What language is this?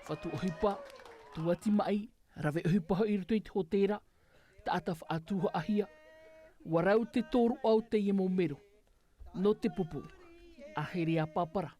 Tahitian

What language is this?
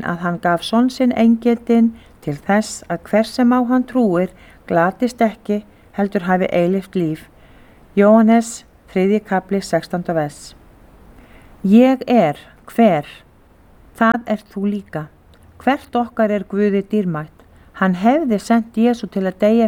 Icelandic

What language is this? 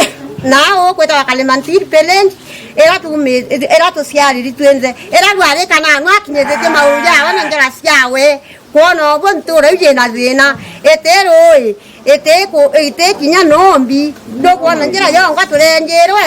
Meru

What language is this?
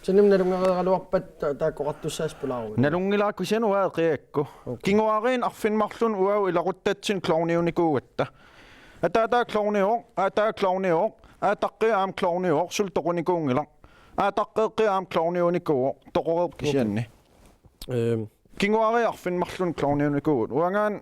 Kalaallisut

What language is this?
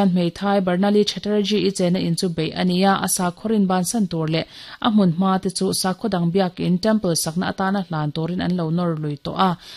Mizo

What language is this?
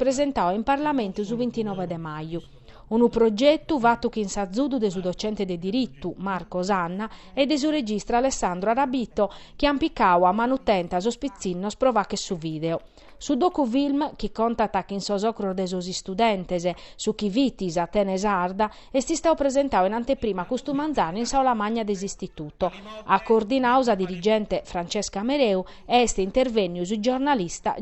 Sardinian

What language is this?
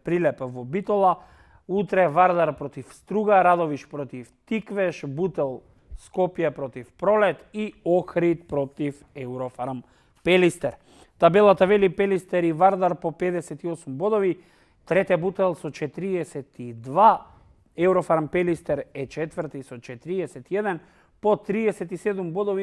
Macedonian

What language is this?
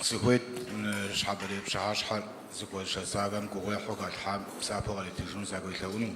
Kabardian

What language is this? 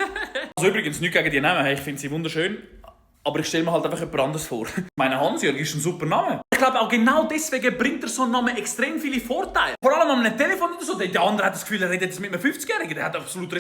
Swiss German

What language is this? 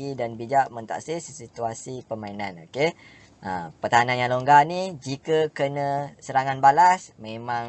Malay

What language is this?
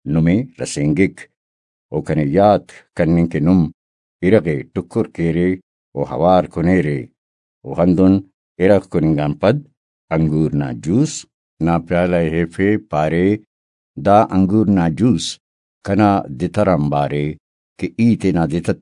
Brahui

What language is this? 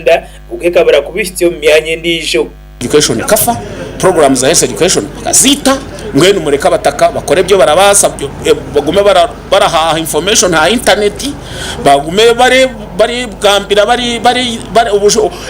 Nyankole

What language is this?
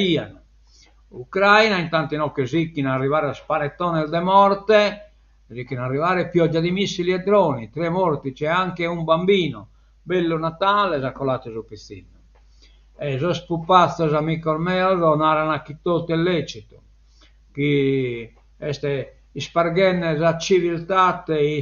Sardinian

